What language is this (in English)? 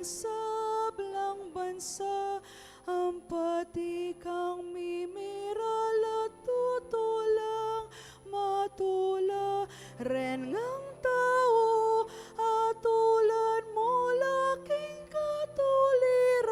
Pampanga